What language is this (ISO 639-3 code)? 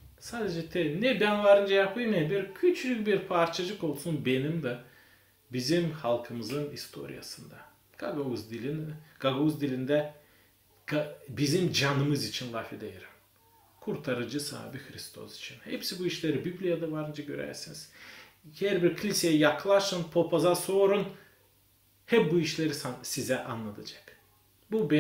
gag